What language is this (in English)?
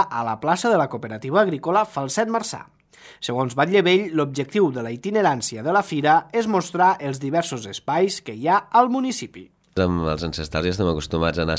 Catalan